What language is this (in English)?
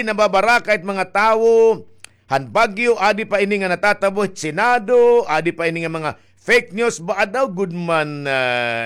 Waray